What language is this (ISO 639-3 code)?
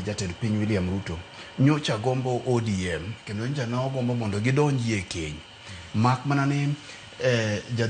luo